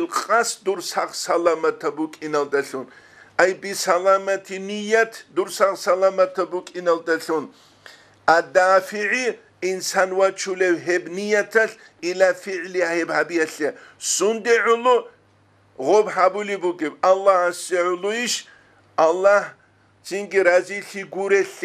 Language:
Avaric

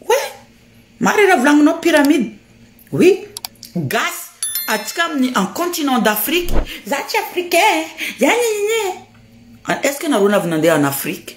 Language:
Malagasy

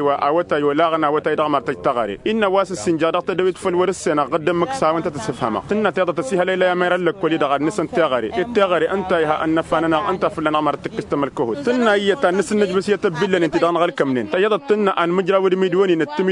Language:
Tamasheq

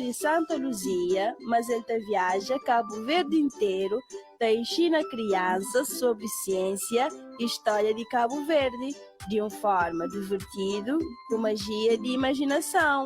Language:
Kabuverdianu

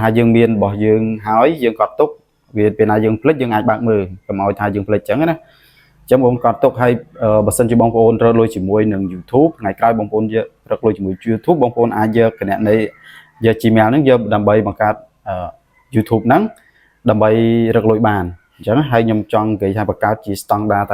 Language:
Khmer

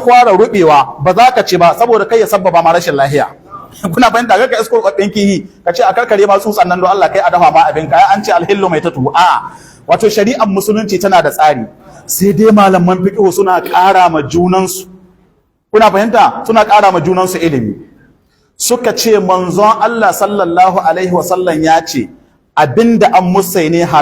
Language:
Hausa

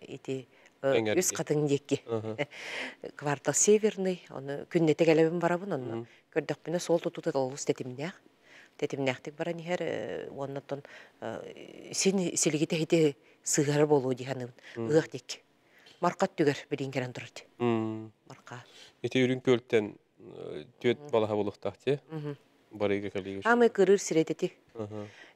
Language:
Yakut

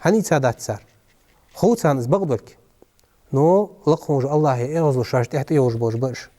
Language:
Ingush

